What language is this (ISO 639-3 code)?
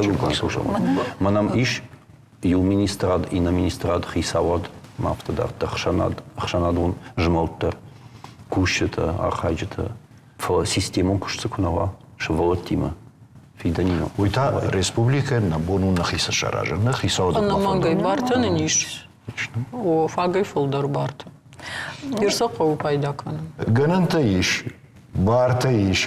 oss